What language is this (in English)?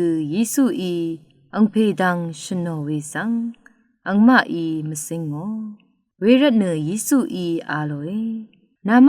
Rawang